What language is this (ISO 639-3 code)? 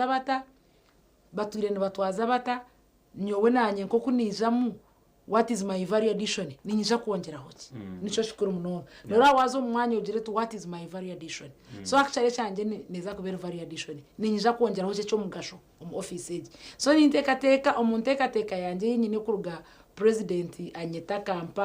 nyn